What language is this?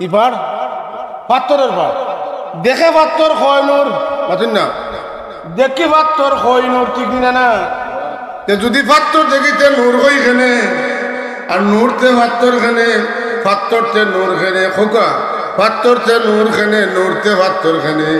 Sylheti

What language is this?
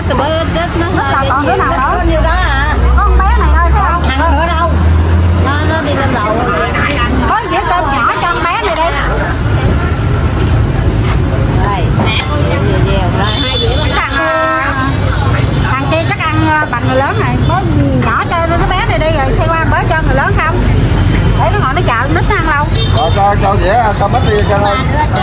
Vietnamese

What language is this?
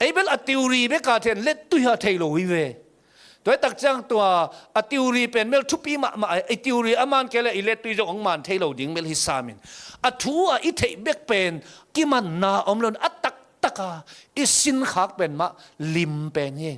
Tedim Chin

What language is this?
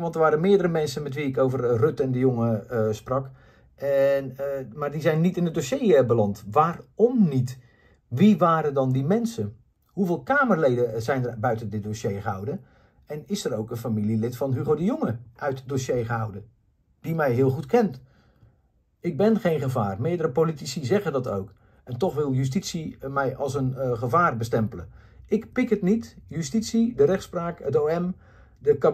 Dutch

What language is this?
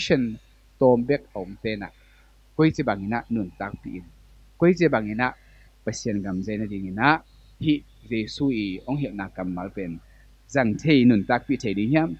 Tedim Chin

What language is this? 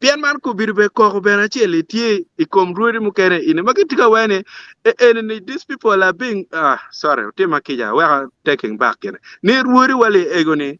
Acoli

